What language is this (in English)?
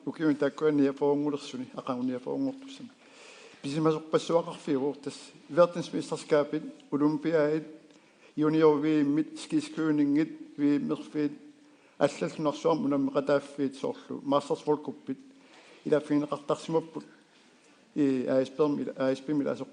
Kalaallisut